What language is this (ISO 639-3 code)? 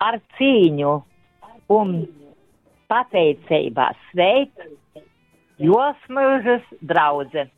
ltg